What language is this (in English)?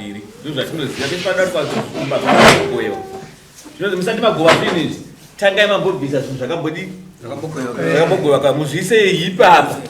Shona